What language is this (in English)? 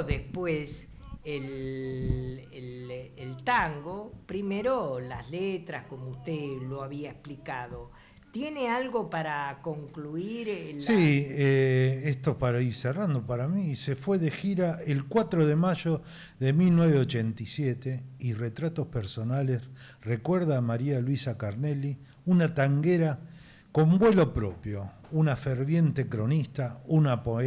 Spanish